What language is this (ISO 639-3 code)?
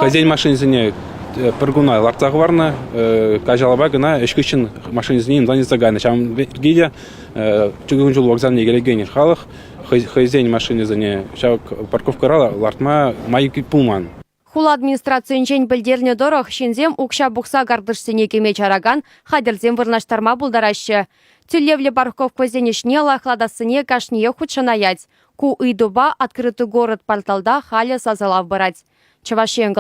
chv